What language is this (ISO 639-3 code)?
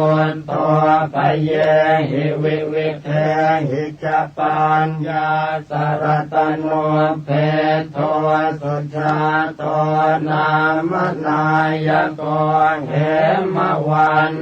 pli